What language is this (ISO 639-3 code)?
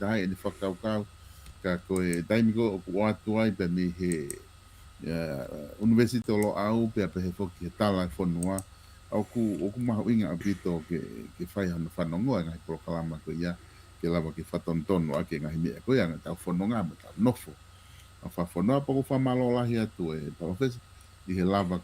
ton